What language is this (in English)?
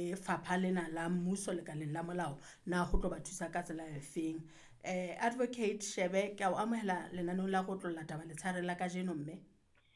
Southern Sotho